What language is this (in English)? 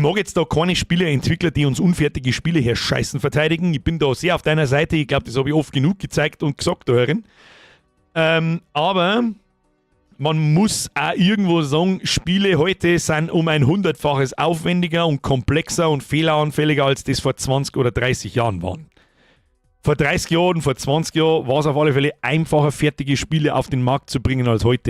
Bavarian